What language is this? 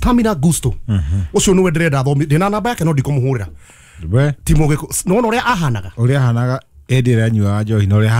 Kikuyu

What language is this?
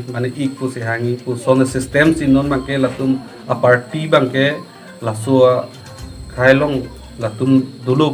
Karbi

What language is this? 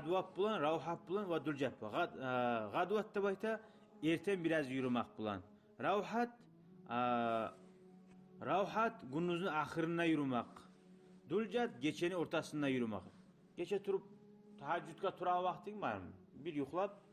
Kumyk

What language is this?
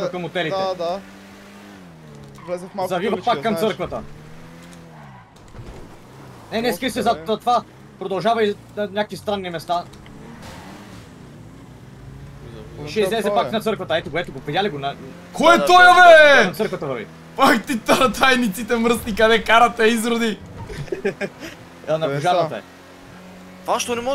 Bulgarian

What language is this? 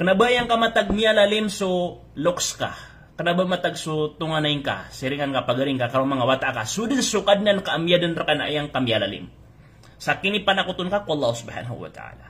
Maranao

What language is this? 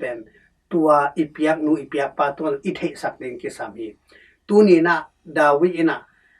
Tedim Chin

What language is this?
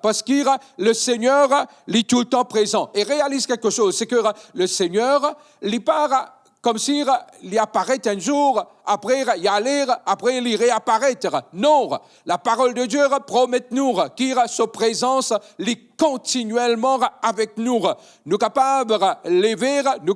Morisyen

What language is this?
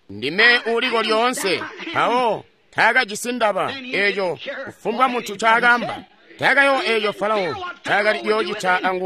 Tonga (Zambia)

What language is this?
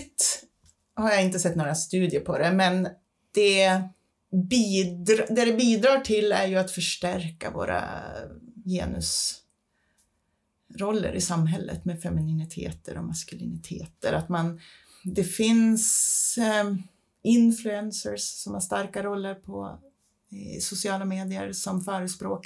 Swedish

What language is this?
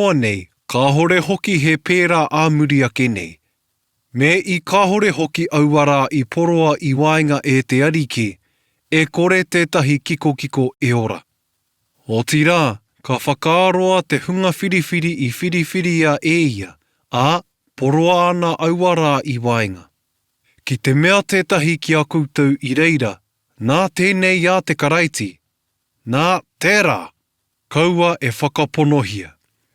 Māori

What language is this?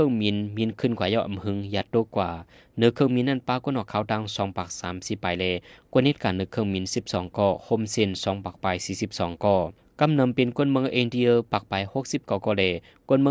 Shan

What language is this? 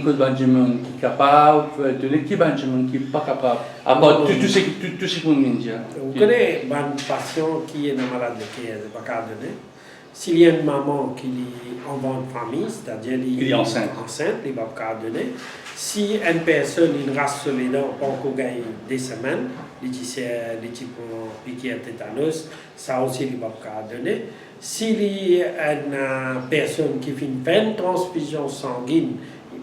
Morisyen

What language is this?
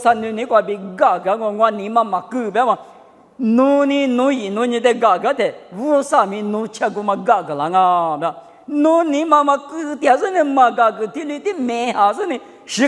Lisu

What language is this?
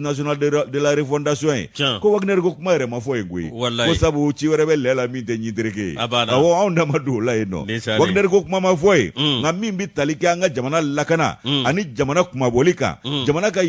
Bambara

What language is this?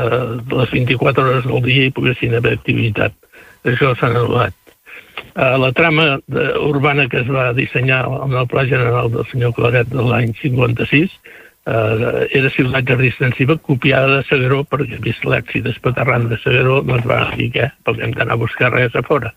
Catalan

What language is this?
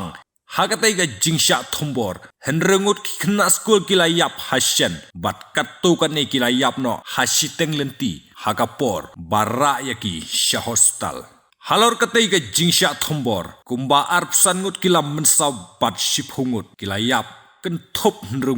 Khasi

